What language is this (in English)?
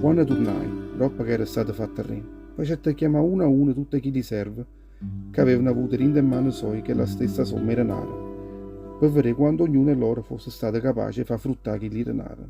Neapolitan